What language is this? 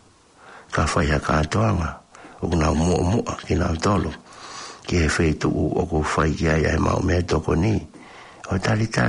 Tongan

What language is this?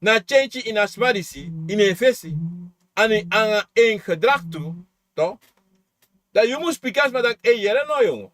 Sranan Tongo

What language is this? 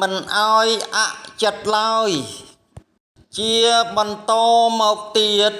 Khmer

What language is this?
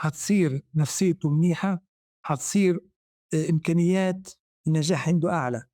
North Levantine Arabic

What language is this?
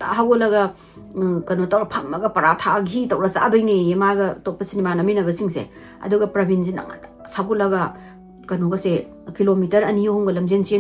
Manipuri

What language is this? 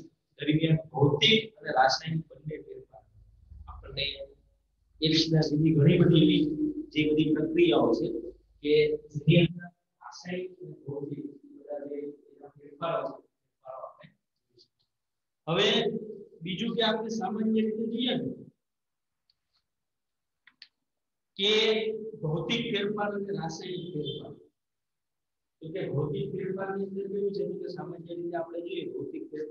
Gujarati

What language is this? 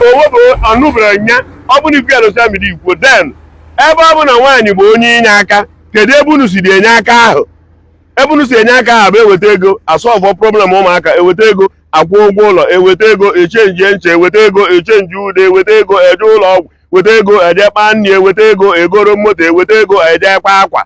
Igbo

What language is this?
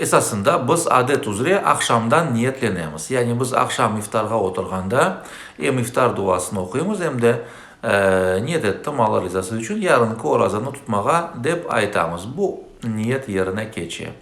Crimean Tatar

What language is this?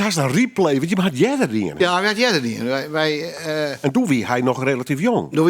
Western Frisian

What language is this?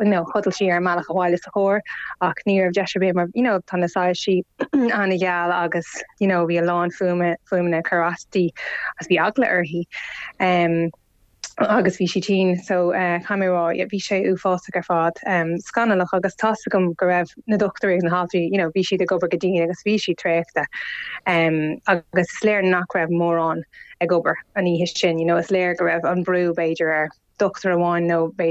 Irish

